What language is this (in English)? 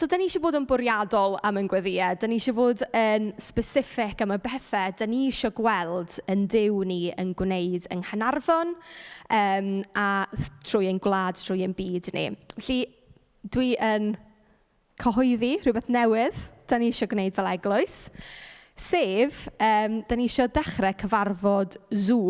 Welsh